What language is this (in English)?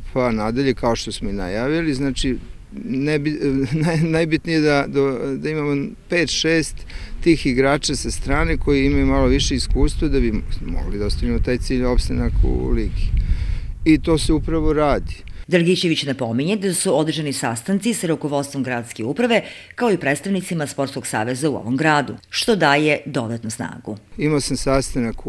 Serbian